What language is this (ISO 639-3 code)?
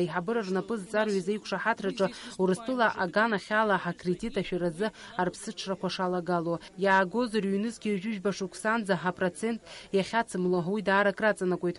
abk